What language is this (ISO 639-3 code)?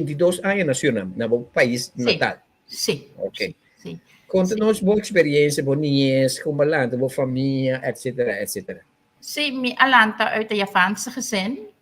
pap